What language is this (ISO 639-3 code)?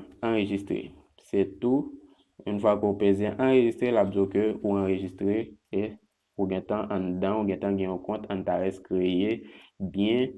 hat